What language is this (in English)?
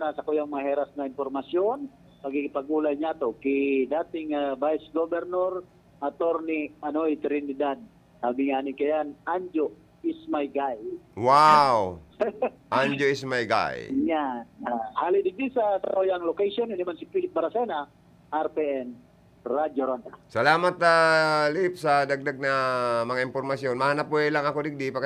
Bikol